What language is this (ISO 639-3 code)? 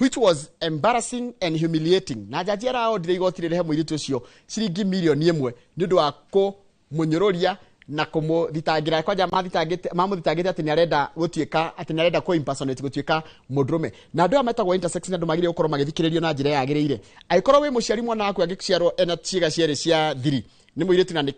kik